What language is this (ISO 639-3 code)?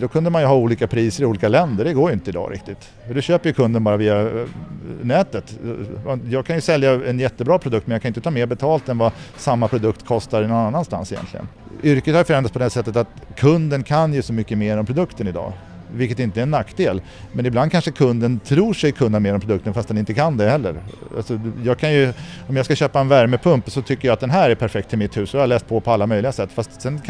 swe